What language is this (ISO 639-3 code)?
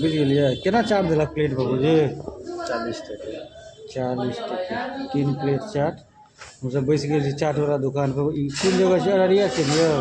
mai